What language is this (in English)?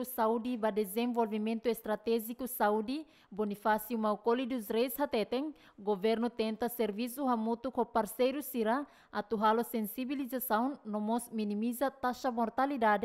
Tetum